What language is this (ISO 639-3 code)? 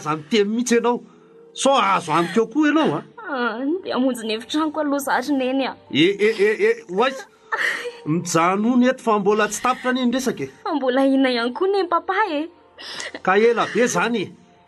mlg